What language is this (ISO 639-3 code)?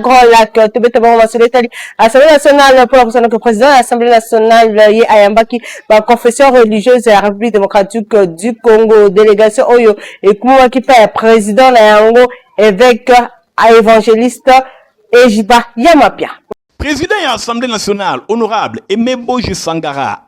lin